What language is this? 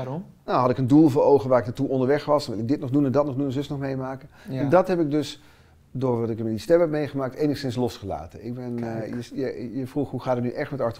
Dutch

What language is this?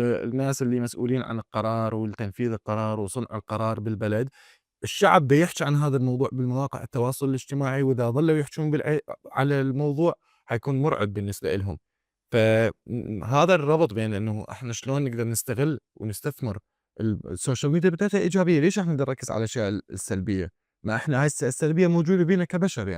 Mesopotamian Arabic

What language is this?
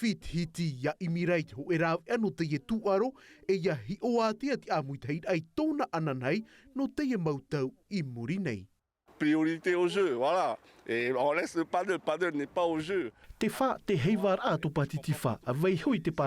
Tahitian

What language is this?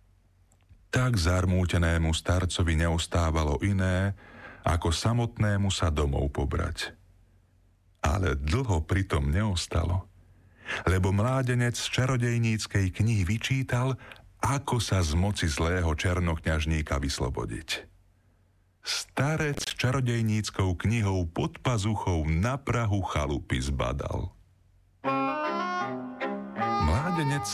Slovak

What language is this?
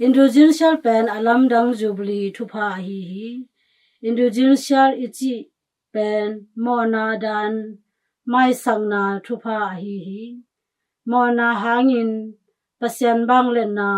Tedim Chin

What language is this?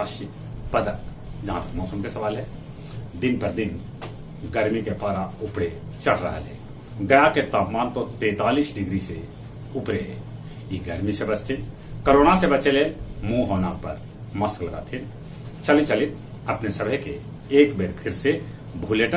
Magahi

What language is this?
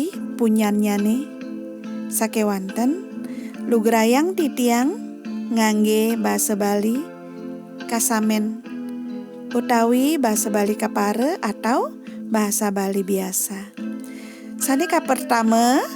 Balinese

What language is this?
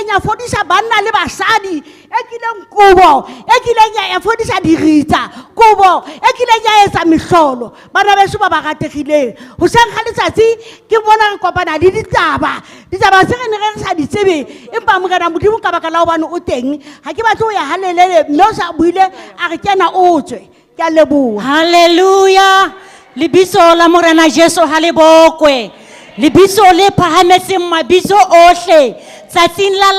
Southern Sotho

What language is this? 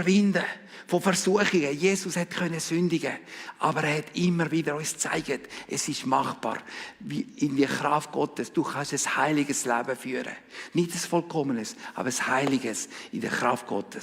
Swiss German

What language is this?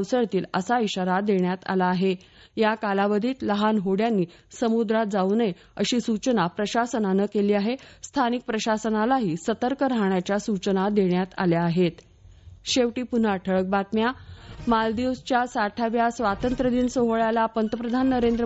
Marathi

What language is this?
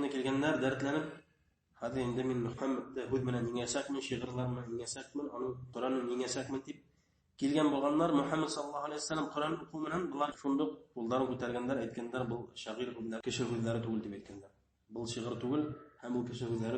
Bashkir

